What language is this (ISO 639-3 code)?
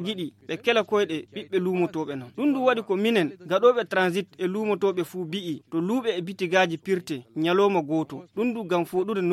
ful